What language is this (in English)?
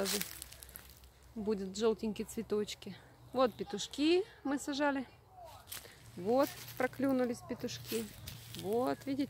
Russian